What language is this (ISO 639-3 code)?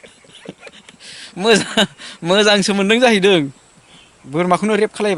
brx